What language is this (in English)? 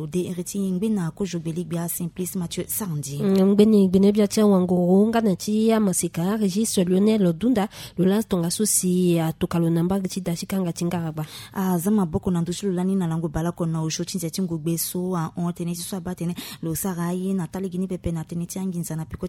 Sango